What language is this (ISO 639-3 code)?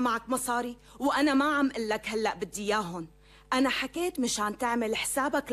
apc